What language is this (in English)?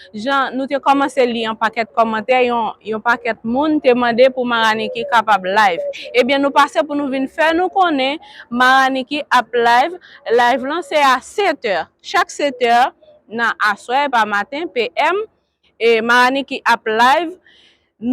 Haitian Creole